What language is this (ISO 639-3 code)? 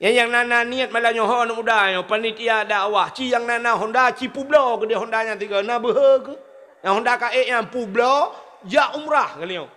ace